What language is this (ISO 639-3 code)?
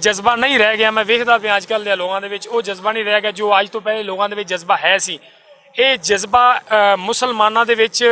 lah